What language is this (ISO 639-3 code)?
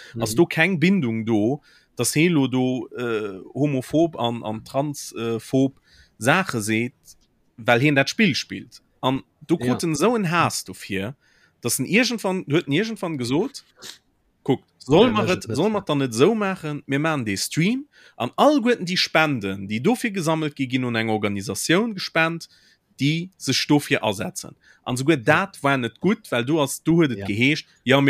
ltz